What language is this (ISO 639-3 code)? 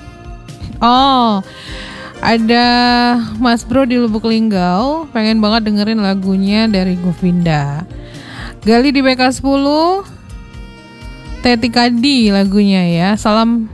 ind